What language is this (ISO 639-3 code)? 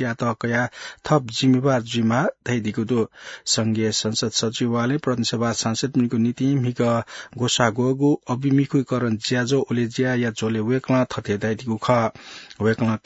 new